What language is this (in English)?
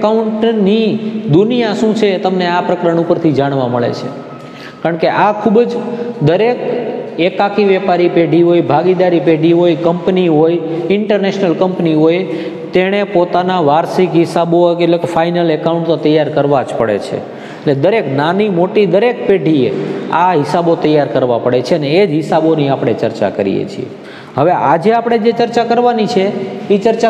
Gujarati